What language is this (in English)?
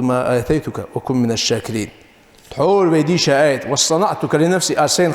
Ingush